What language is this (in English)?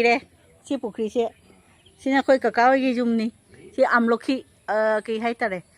Manipuri